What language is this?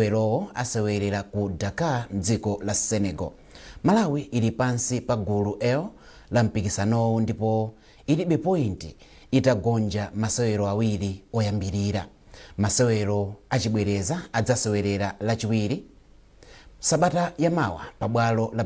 Nyanja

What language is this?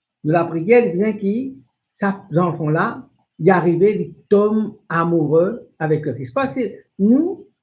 Morisyen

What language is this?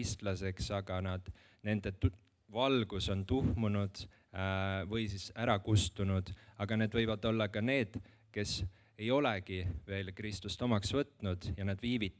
Estonian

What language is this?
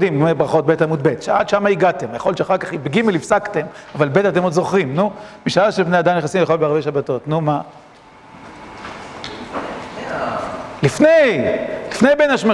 Hebrew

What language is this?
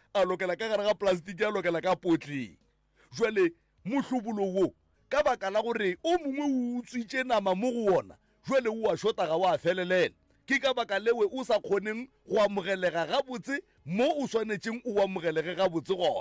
Northern Sotho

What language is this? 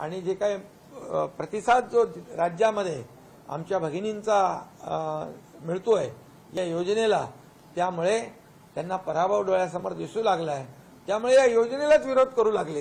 Marathi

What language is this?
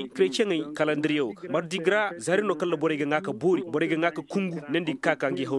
Zarma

